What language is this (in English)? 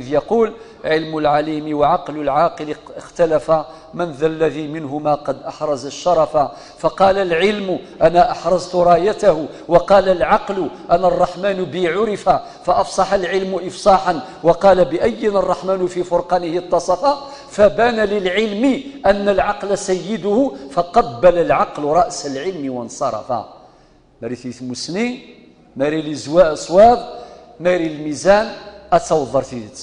Kabyle